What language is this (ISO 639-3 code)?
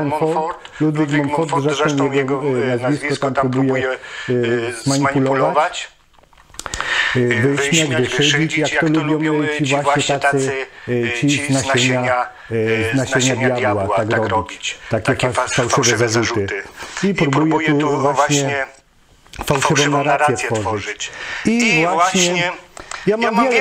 pol